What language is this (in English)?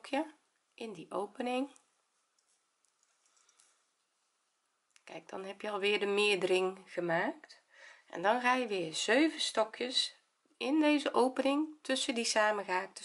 Dutch